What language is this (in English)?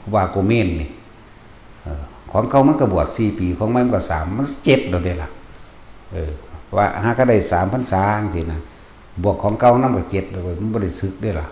Northeastern Thai